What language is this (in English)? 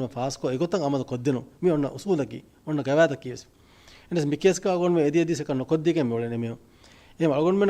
Divehi